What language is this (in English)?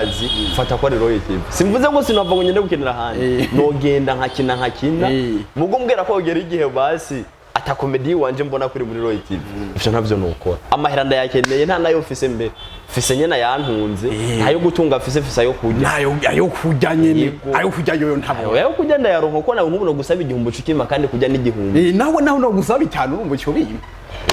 Rundi